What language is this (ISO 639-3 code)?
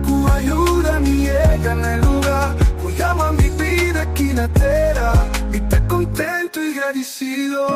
pap